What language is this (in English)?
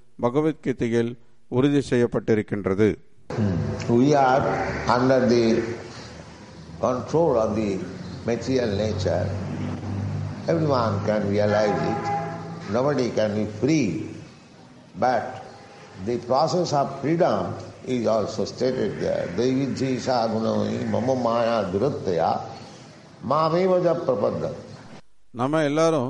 Tamil